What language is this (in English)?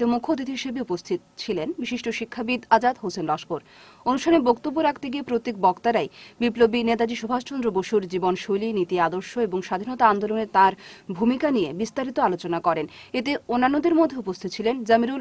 Bangla